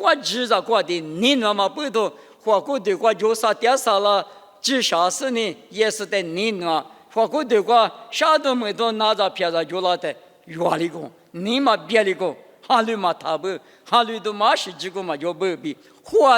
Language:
Lisu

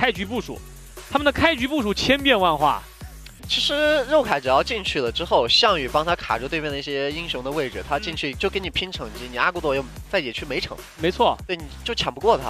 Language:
Chinese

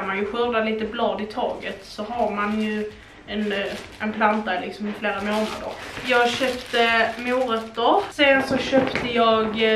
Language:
Swedish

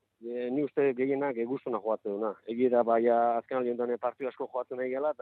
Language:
Basque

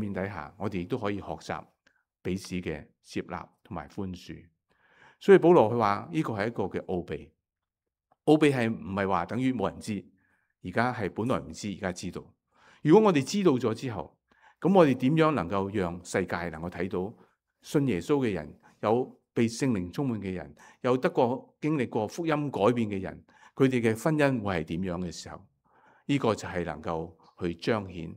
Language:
Cantonese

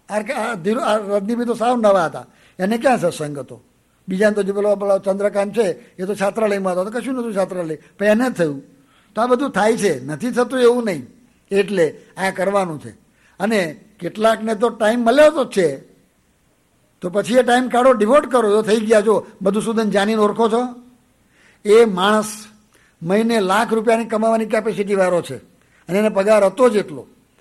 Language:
Gujarati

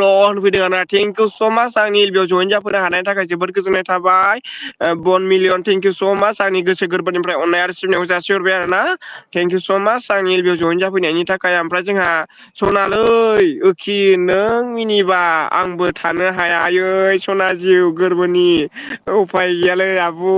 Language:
Bodo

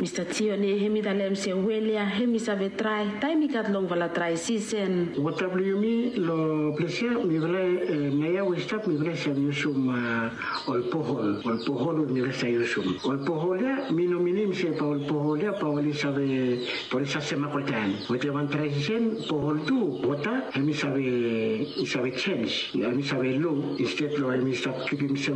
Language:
Bislama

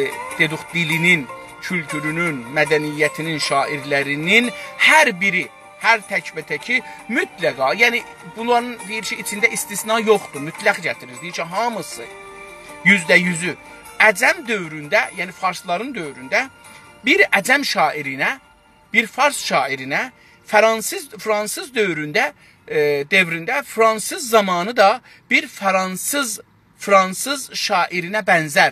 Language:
South Azerbaijani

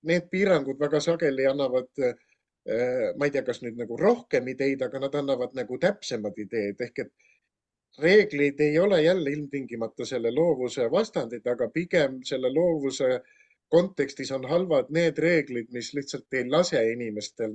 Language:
Estonian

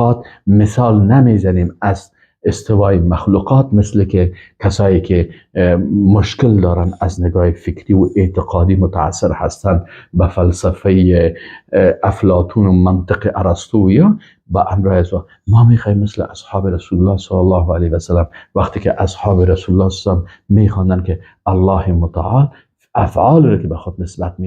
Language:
Persian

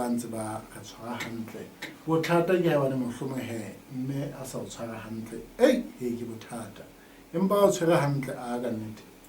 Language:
Southern Sotho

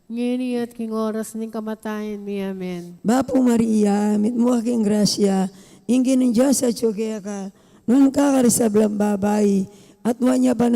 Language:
Pampanga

